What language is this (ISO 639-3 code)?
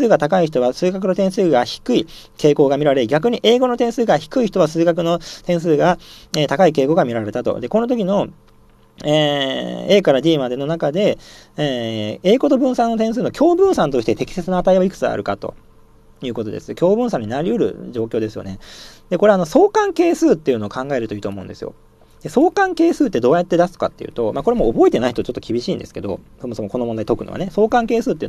jpn